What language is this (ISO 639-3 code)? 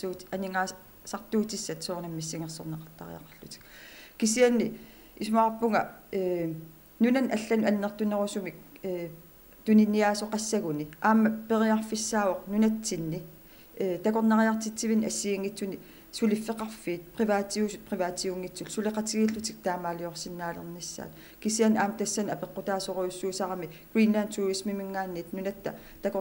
kal